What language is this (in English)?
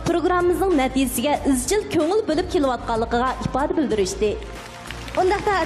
Uyghur